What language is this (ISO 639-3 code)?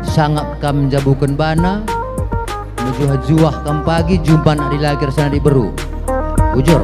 btx